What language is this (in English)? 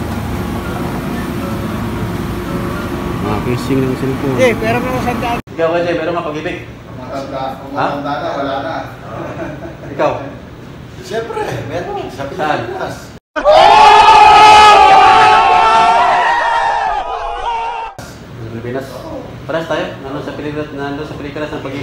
Filipino